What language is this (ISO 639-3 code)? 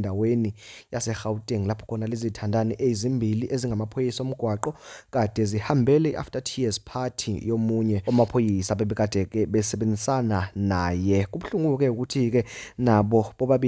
zul